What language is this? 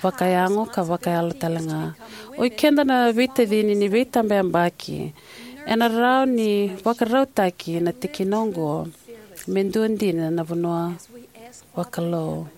Fijian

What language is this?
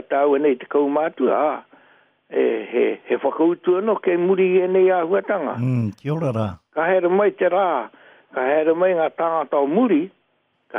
Māori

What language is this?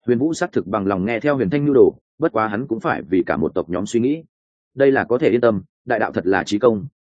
Vietnamese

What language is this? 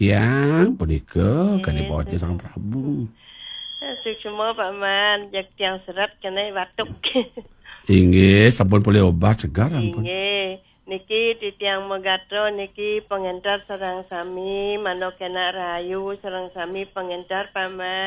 Balinese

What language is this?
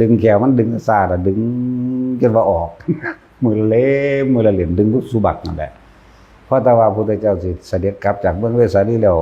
Northeastern Thai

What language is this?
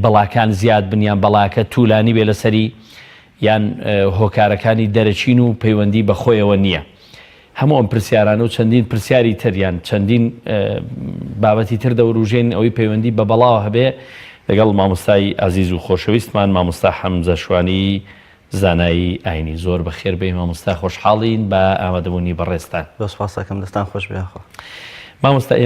Central Kurdish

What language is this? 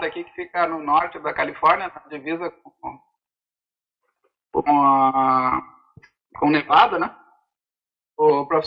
Portuguese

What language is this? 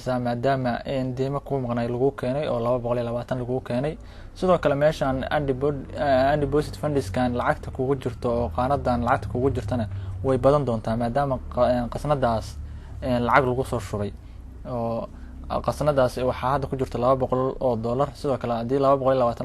Somali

